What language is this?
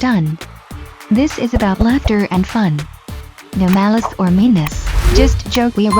Jamaican Creole English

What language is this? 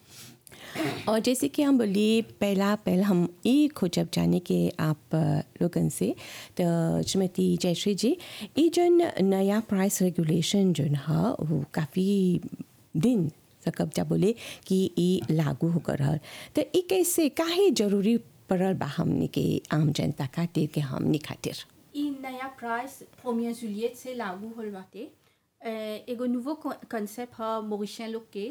Bhojpuri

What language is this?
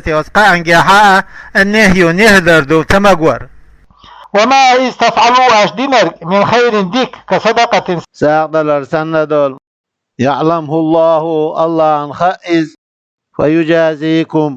Chechen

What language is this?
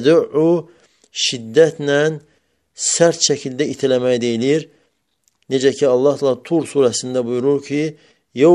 Azerbaijani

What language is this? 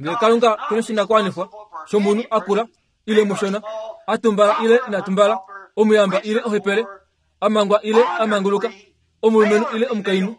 Kuanyama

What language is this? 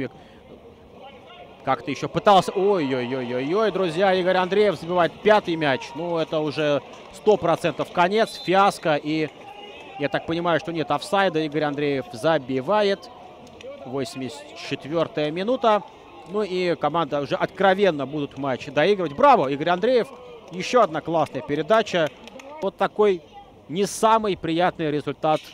Russian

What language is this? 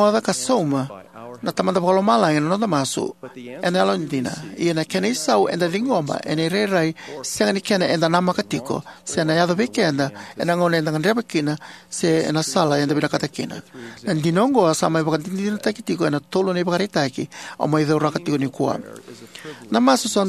Fijian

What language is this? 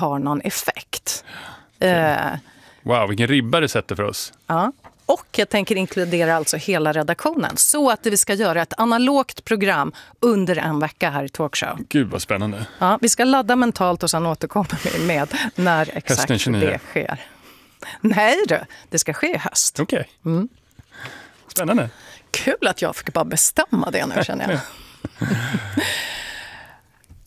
Swedish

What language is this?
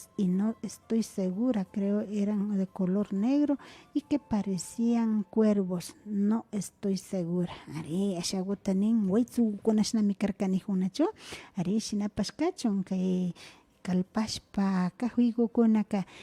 Imbabura Highland Quichua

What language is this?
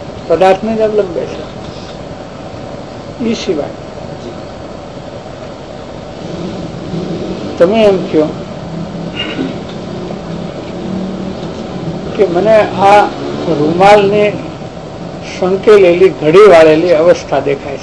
Gujarati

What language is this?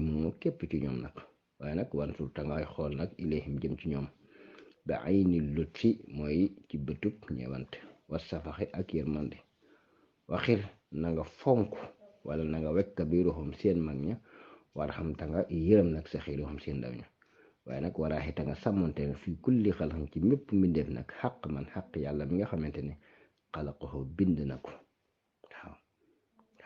Wolof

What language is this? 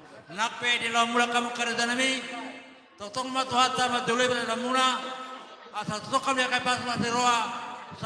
Batak Toba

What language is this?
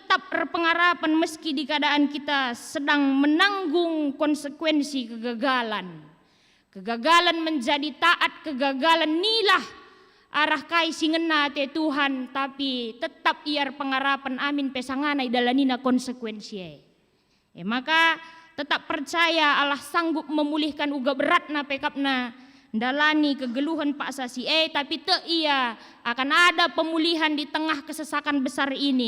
Batak Karo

